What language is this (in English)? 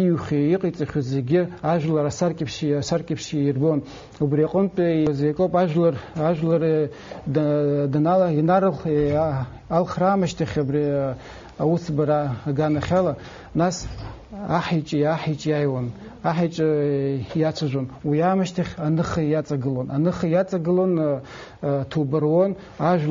Abkhazian